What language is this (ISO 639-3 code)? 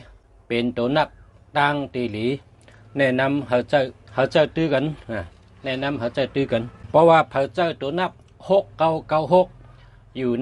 shn